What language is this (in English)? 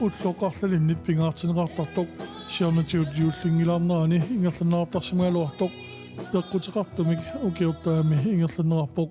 Kalaallisut